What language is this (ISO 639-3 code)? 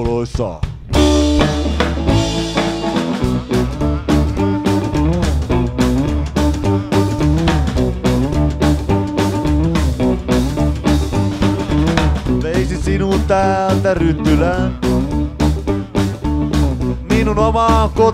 fin